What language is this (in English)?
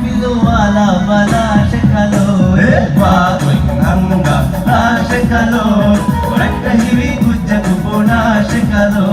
Divehi